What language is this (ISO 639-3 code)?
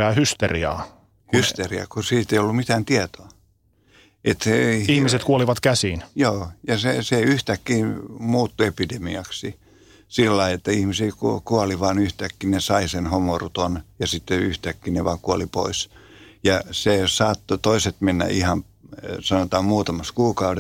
fin